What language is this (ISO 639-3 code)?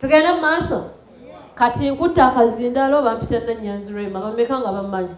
lug